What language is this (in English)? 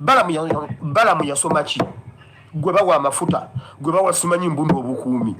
Ganda